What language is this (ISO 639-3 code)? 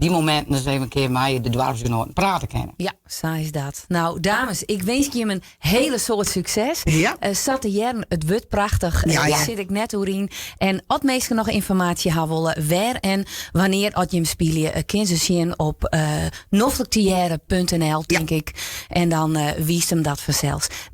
fry